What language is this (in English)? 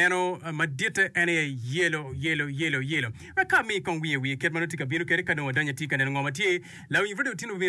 Acoli